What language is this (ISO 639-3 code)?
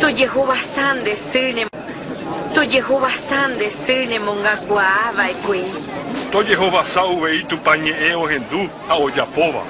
grn